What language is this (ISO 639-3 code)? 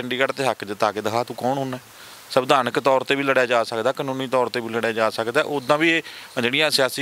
pan